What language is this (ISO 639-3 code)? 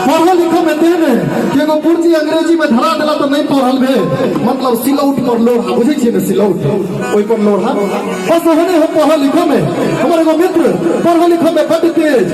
mai